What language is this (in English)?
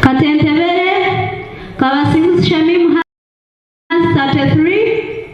Nyankole